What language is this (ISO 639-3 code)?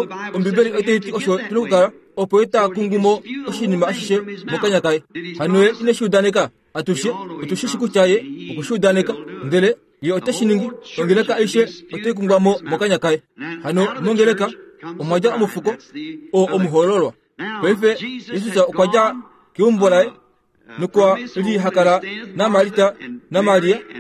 kua